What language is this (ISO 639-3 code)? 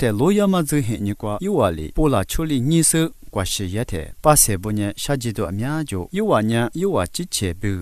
lis